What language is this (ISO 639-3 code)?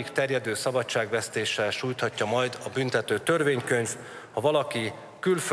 hun